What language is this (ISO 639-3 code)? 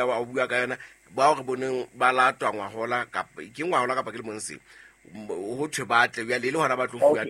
sot